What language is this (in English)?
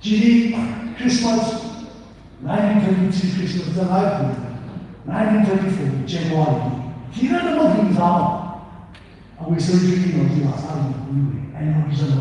Tangkhul Naga (India)